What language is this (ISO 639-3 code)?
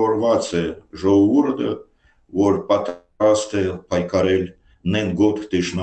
hye